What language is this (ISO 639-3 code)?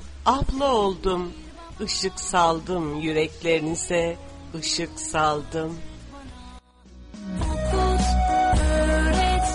tur